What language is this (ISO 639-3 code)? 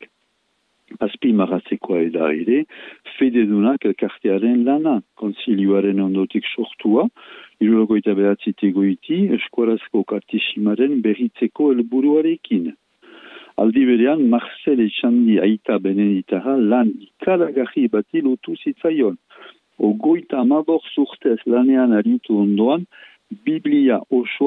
eus